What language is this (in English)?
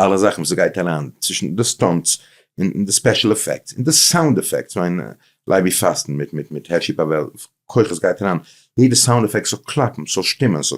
Yiddish